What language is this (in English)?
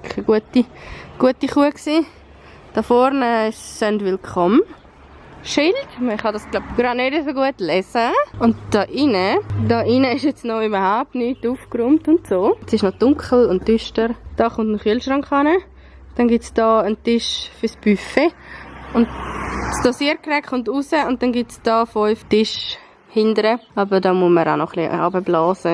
Swiss German